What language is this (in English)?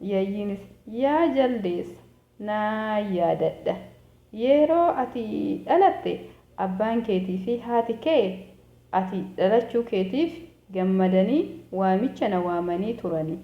Oromo